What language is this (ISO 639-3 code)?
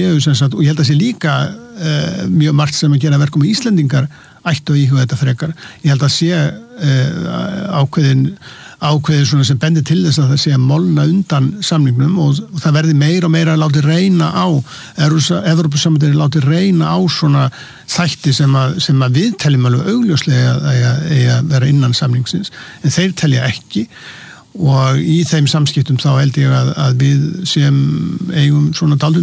isl